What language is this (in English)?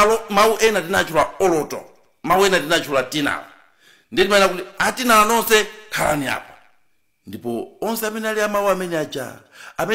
Nyanja